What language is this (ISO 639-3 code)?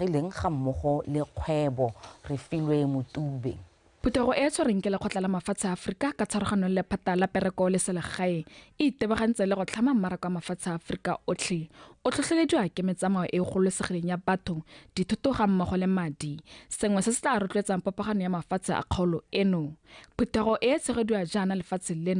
tsn